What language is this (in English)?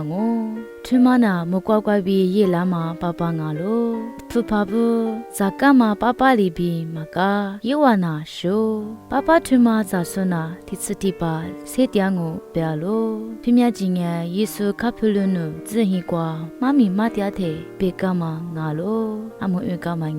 Lisu